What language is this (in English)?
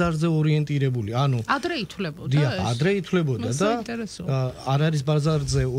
Georgian